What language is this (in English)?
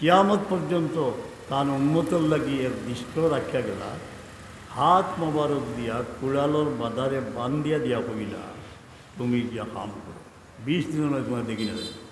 Sylheti